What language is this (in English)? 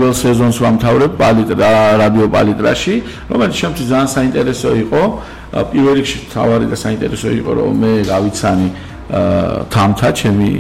Georgian